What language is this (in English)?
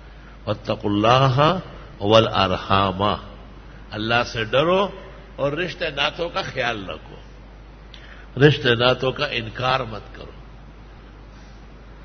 Urdu